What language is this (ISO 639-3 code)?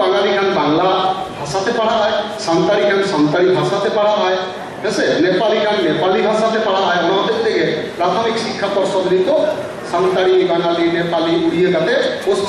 sat